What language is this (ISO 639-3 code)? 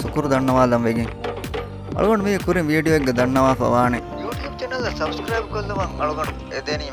div